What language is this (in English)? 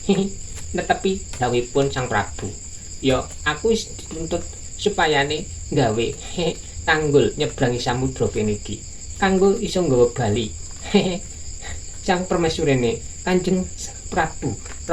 Javanese